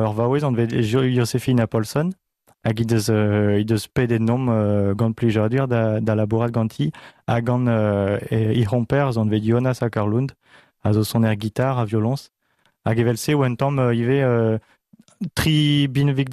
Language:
Breton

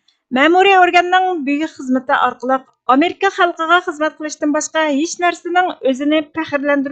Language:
Uyghur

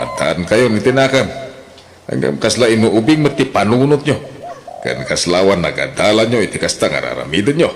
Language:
Iloko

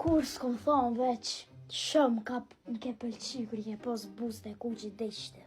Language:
Albanian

